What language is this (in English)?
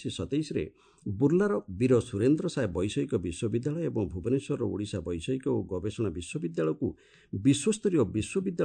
Odia